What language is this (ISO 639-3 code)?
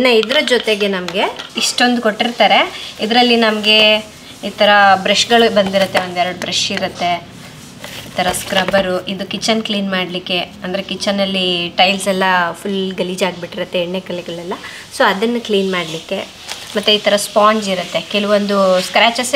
kan